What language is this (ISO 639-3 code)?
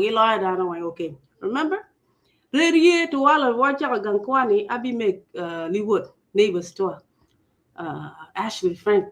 ach